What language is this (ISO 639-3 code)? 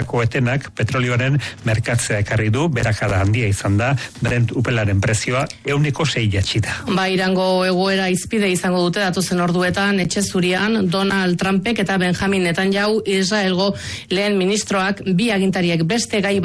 eus